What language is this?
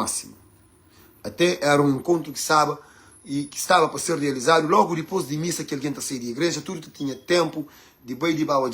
Kabuverdianu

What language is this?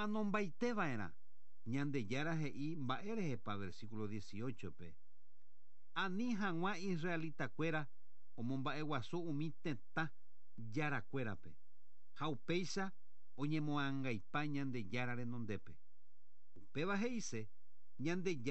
Guarani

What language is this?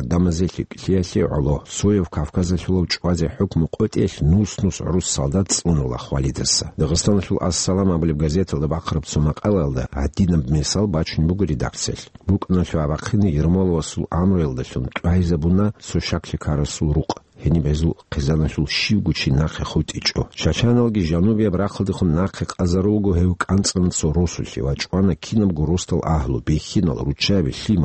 Avaric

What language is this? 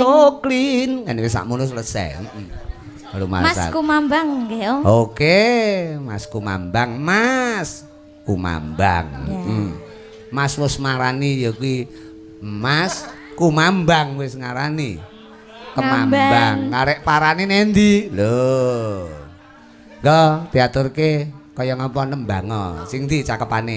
Javanese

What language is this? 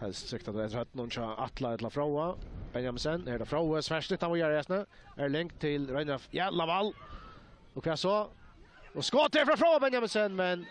Faroese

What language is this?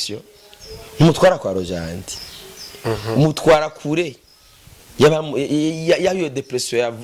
Rundi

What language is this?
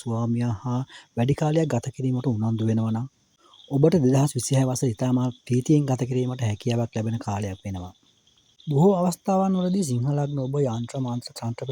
Sinhala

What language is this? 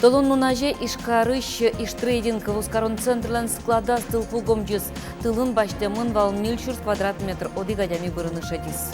Udmurt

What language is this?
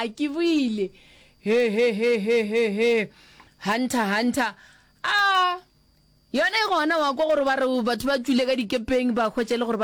Northern Sotho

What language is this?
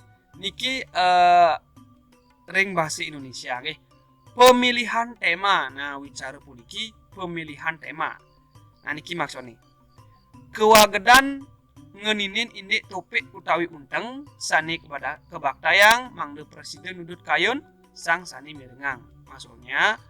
Balinese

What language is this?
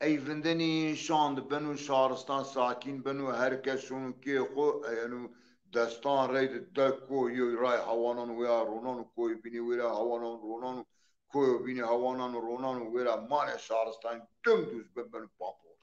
Zaza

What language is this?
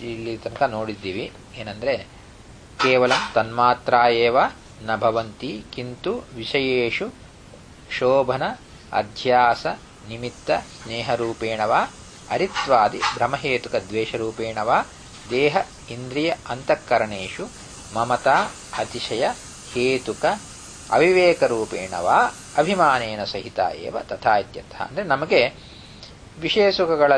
Kannada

